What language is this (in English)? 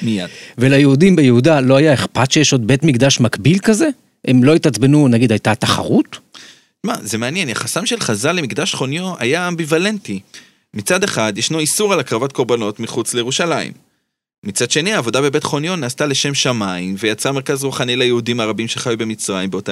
Hebrew